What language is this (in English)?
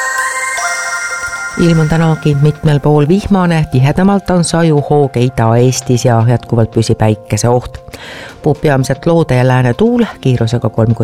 Estonian